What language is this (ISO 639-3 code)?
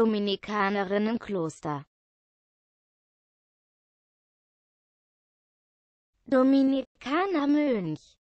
deu